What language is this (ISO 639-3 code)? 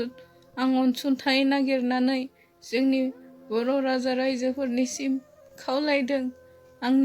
brx